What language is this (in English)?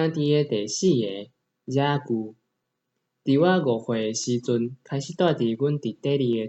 Min Nan Chinese